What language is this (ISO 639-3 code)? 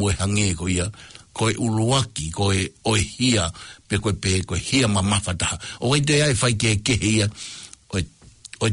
ton